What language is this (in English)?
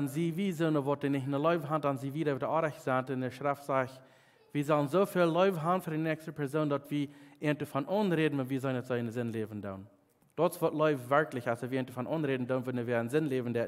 Plautdietsch